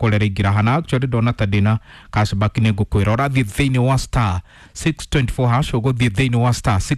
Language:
Kikuyu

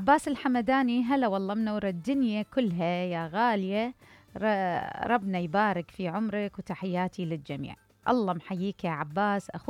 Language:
Mesopotamian Arabic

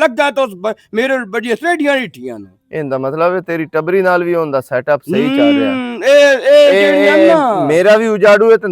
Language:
Western Panjabi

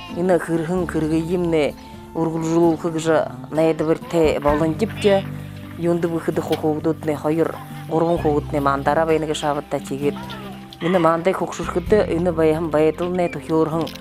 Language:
Buriat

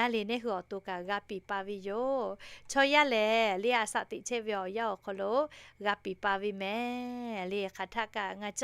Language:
Lahu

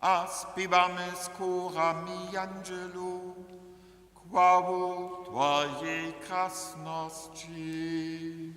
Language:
Upper Sorbian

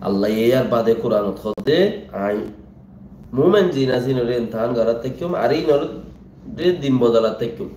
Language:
Rohingya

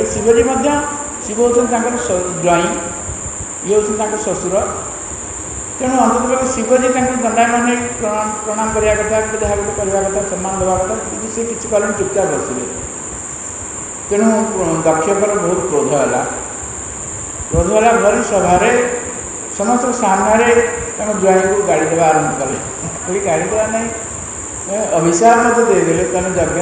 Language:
Odia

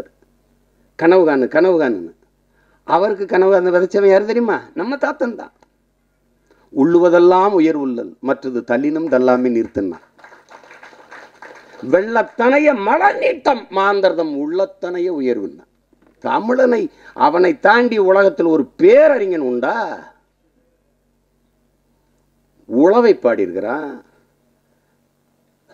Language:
Tamil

